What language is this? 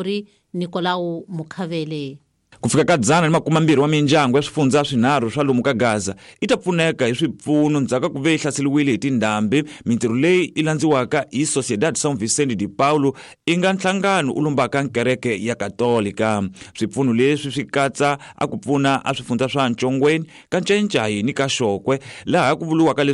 Tsonga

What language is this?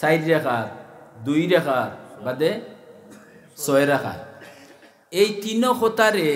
Sylheti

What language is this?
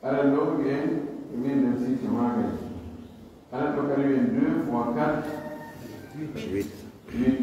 Pular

